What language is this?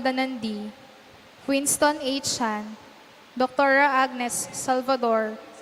Pampanga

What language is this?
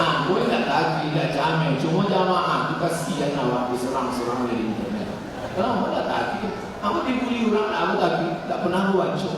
Minangkabau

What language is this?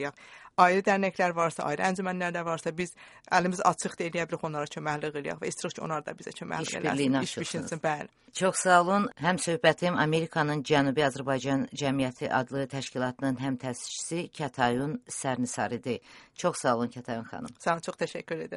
Azerbaijani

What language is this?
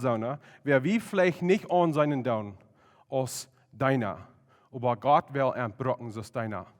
Plautdietsch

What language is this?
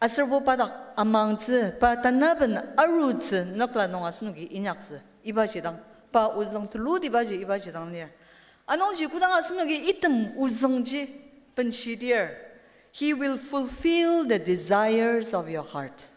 Ao Naga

